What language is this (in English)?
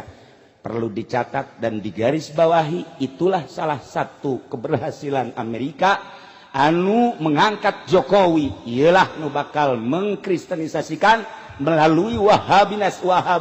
Sundanese